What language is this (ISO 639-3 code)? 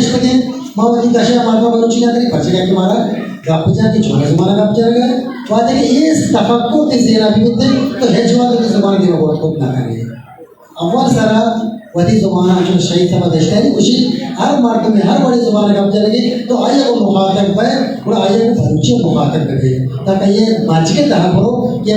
bgp